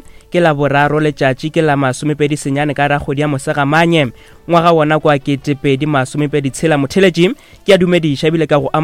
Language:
Northern Sotho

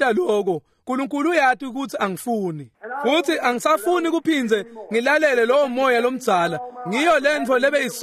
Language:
Swati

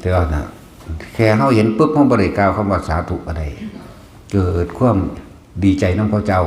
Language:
Northeastern Thai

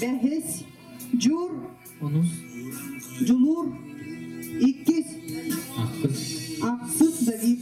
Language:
Yakut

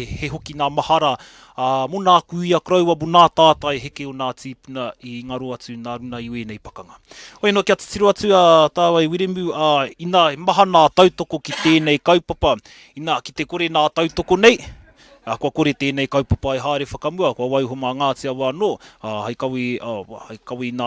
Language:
Māori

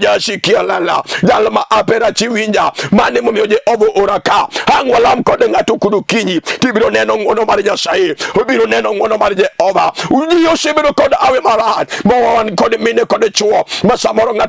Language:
Luo (Kenya and Tanzania)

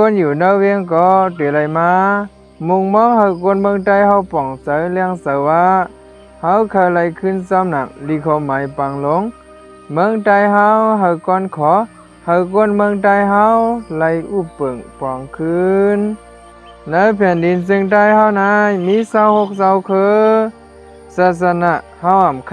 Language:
Shan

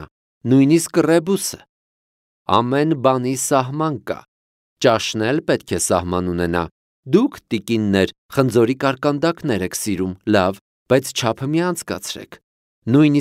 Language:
Armenian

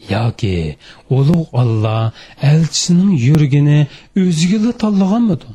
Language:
Uyghur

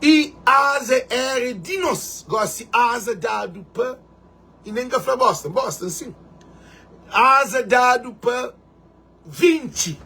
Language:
Kabuverdianu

